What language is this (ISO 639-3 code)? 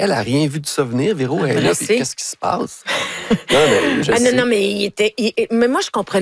fra